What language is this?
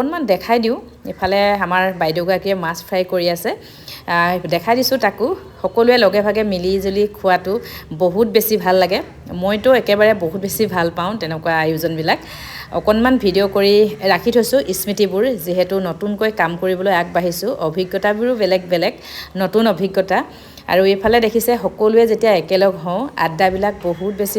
Assamese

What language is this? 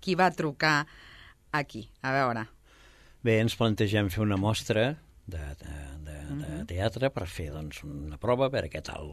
Catalan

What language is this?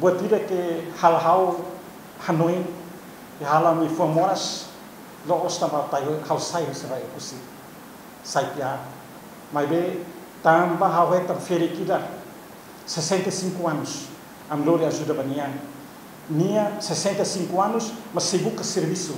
Tetum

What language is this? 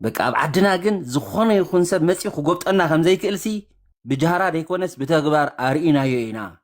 Tigrinya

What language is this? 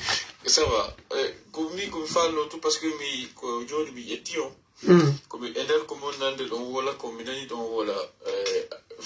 Pular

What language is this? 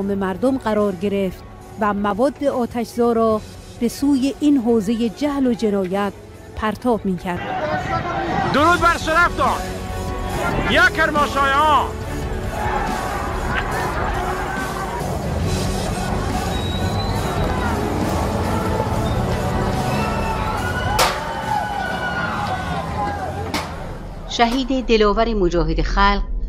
Persian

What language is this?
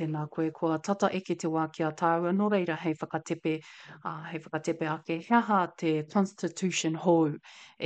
Māori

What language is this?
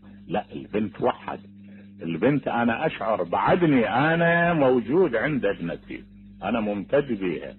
Mesopotamian Arabic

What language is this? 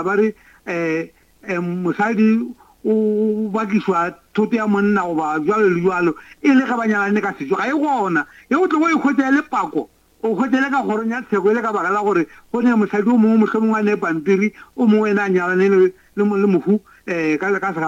Northern Sotho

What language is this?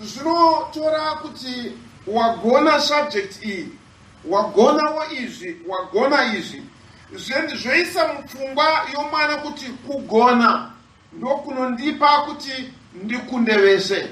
Shona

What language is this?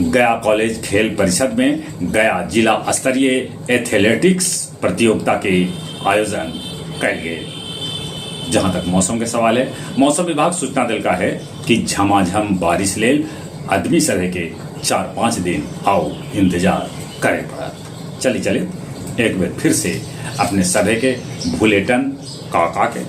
Magahi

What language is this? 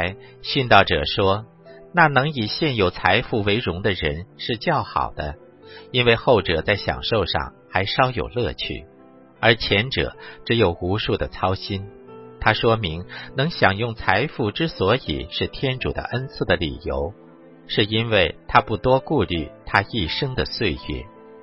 Chinese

